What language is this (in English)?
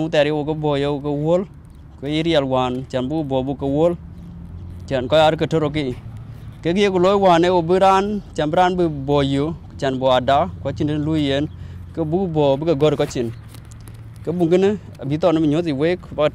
Dinka